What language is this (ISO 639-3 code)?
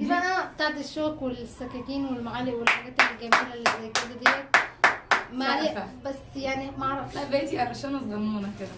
arz